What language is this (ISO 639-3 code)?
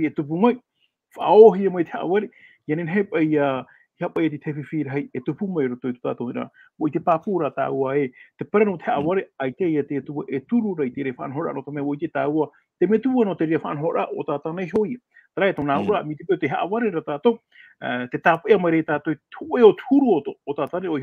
tah